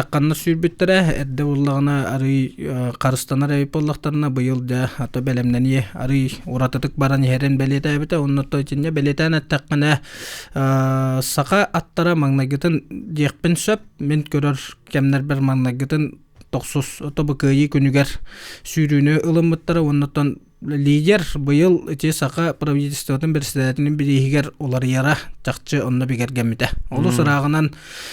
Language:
Yakut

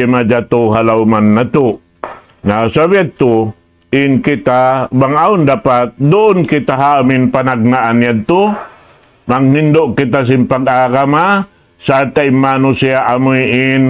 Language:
Tausug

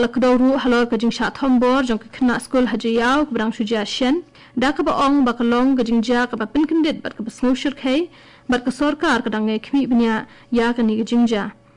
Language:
Khasi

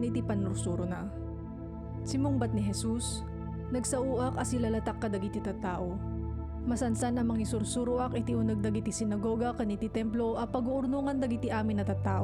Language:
Iloko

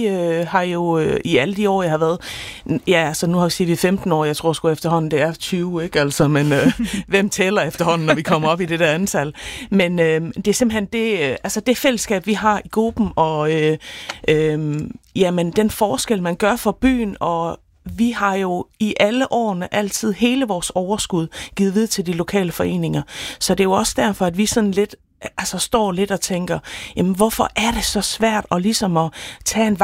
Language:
Danish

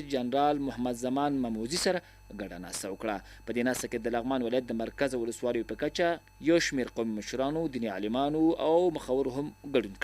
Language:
Pashto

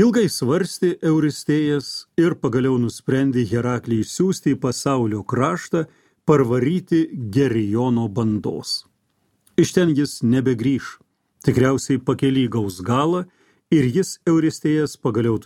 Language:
Lithuanian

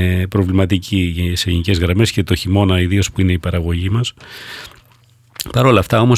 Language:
Greek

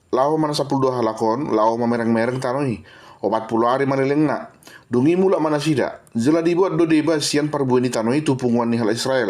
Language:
Batak Toba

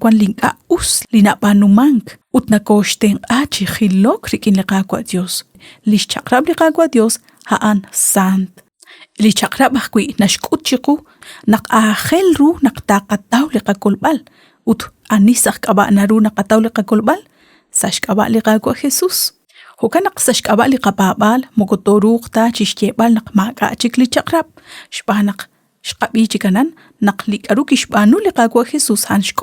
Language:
Kekchí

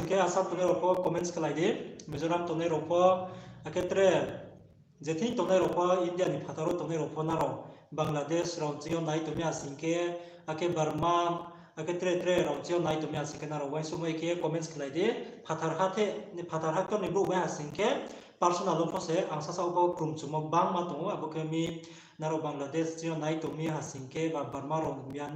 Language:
Riang (India)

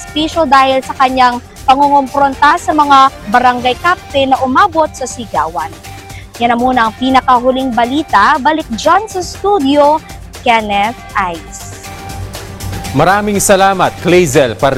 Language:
Filipino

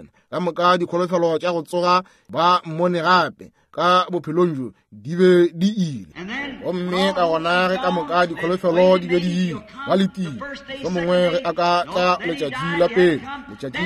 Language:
Northern Sotho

